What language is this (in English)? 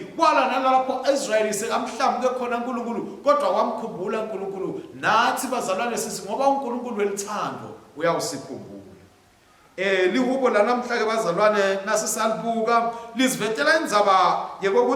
Swati